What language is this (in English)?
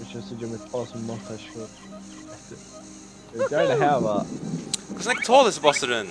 Faroese